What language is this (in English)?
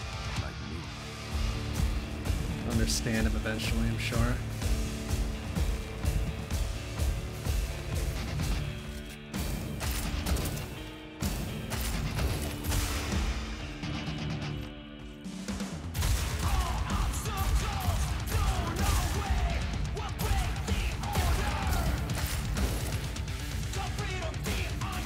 English